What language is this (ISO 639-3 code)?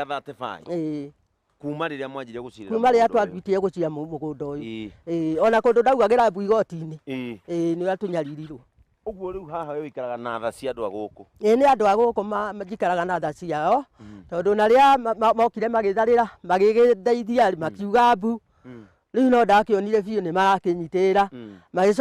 kik